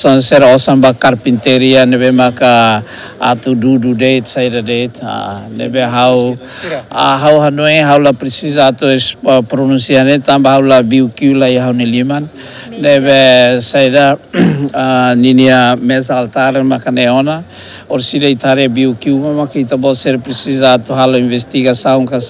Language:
Tetum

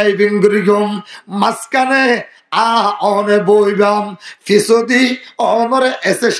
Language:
Rohingya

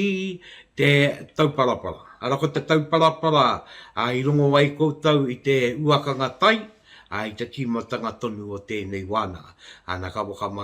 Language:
Māori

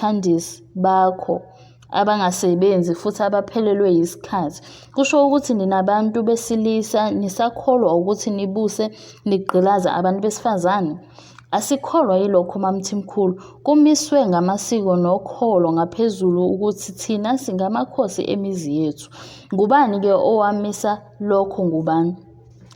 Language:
Zulu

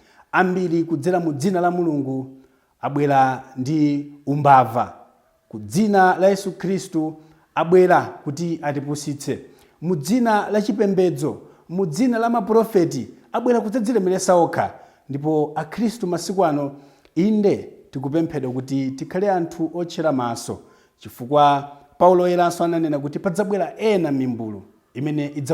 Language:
Nyanja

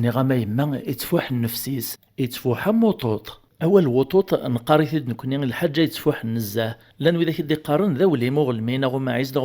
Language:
Kabyle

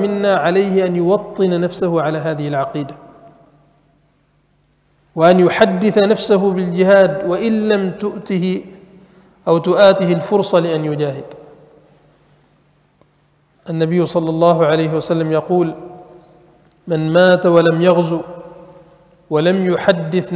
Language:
Arabic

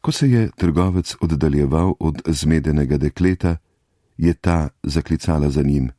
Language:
Slovenian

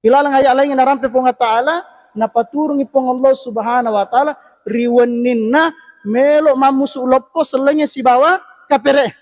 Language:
Buginese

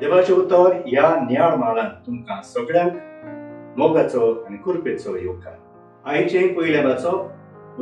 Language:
Konkani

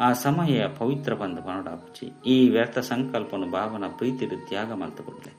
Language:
Tulu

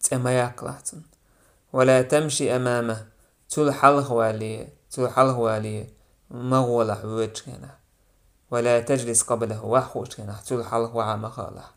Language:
Chechen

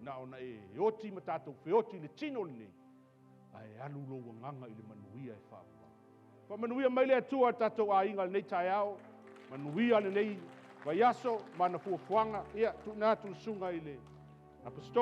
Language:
Samoan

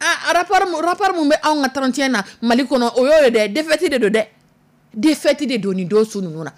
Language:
Dyula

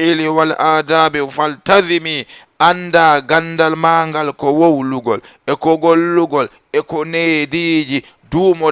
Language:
Fula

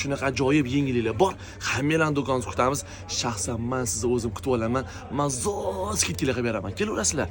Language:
Uzbek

